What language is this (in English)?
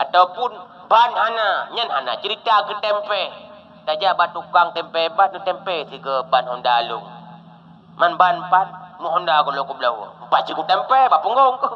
Achinese